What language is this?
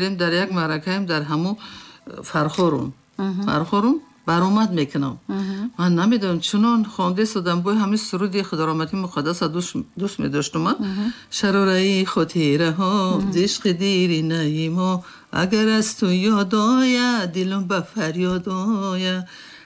Tajik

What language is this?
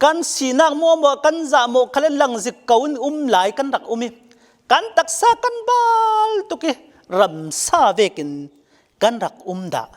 Falam Chin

